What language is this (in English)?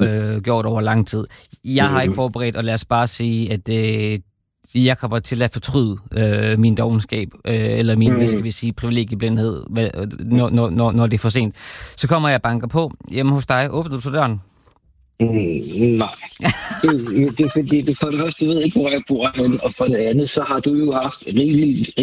Danish